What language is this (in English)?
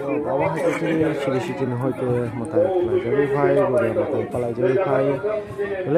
Kok Borok